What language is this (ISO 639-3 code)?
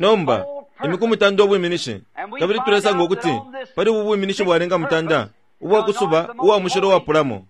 bem